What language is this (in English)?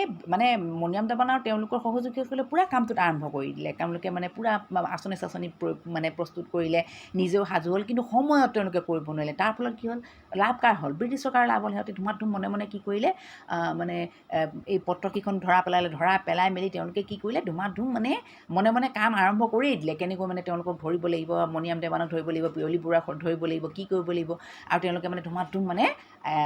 Assamese